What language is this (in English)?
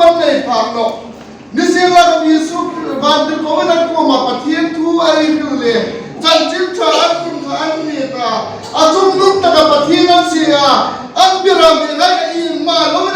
Hmar